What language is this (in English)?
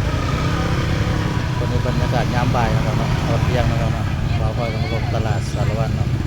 Lao